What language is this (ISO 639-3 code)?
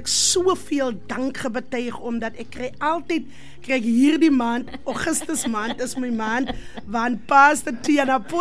afr